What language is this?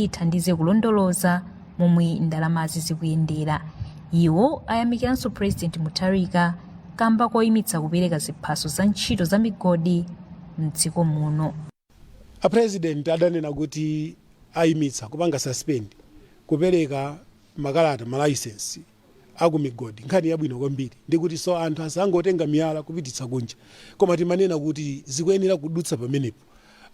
Nyanja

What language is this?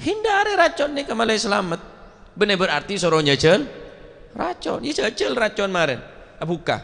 Madurese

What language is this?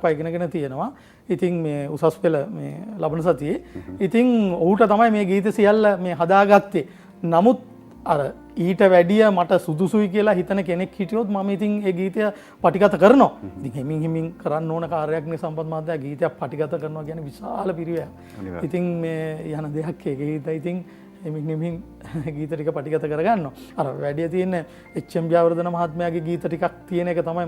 Sinhala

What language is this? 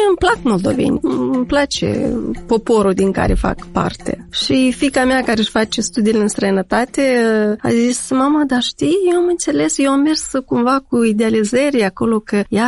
Romanian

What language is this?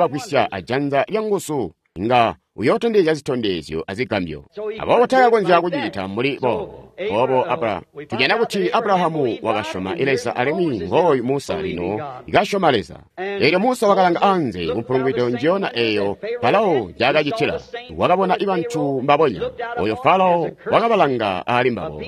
Tonga (Zambia)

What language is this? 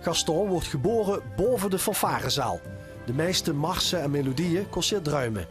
Limburgish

